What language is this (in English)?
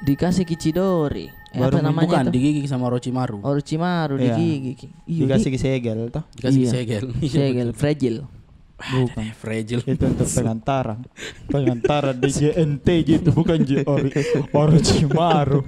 Makassar Malay